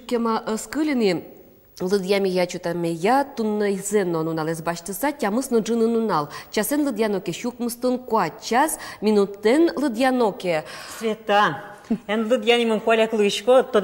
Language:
Udmurt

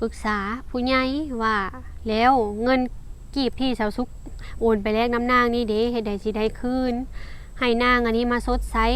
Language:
Lao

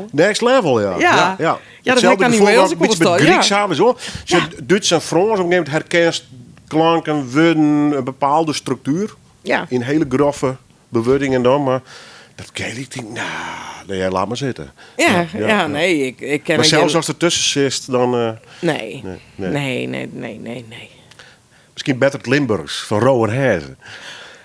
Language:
Western Frisian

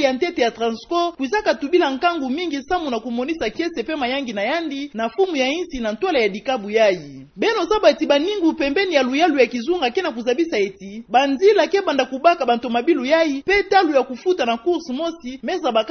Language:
Kituba (Democratic Republic of Congo)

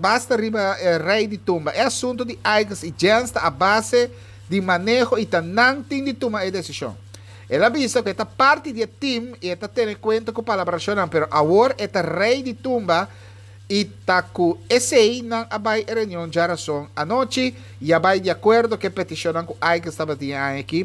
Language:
Papiamento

